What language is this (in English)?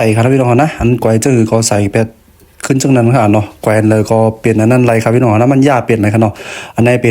Shan